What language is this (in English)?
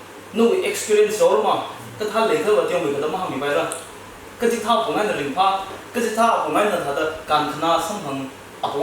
Tangkhul Naga (India)